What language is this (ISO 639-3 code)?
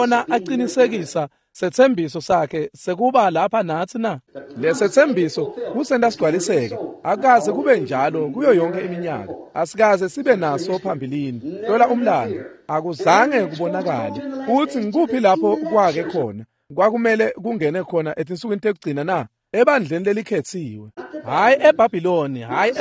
ssw